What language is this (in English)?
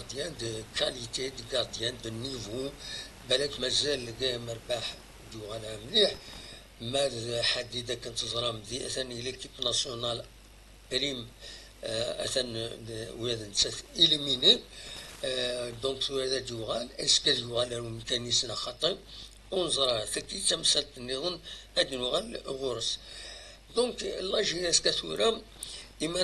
Kabyle